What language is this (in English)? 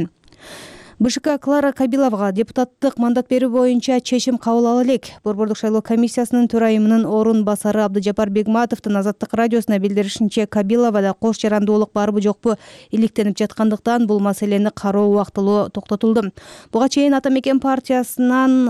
Kyrgyz